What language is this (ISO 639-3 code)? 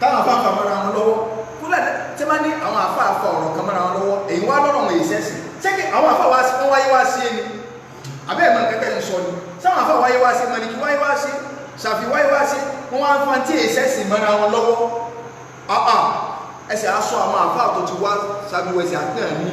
yor